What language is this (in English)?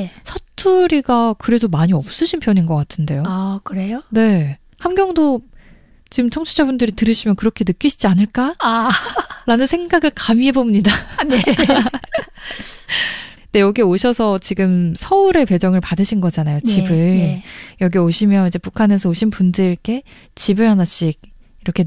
Korean